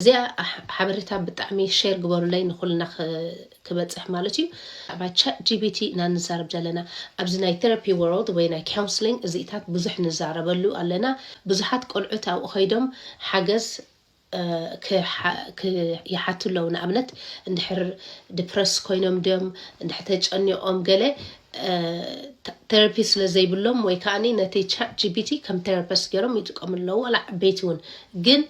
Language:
Tigrinya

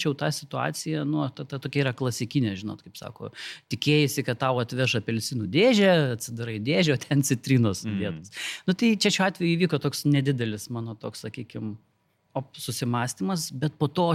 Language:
Lithuanian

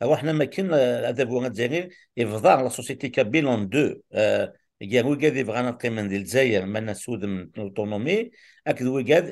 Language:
Kabyle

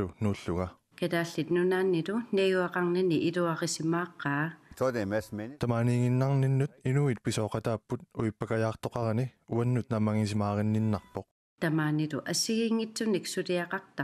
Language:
Kalaallisut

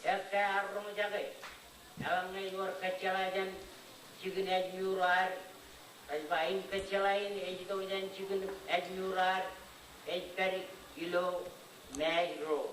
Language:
Marshallese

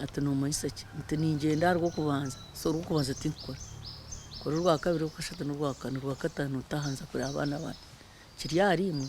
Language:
Nyankole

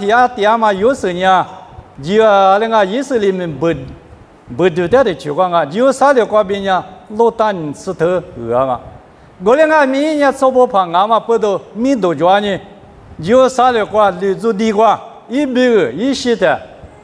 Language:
Lisu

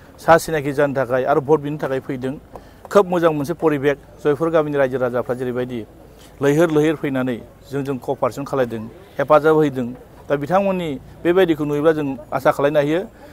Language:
Bodo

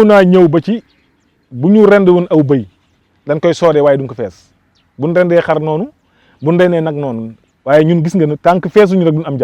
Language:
Wolof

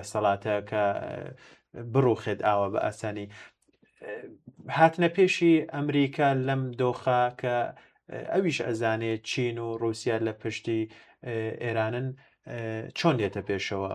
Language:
Central Kurdish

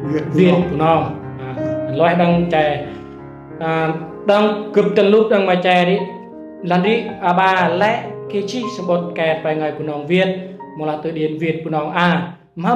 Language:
Central Mnong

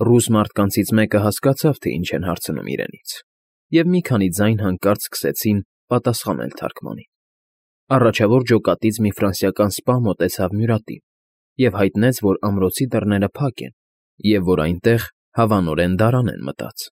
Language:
Armenian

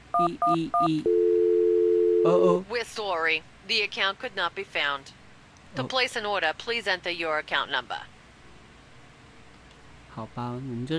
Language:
Chinese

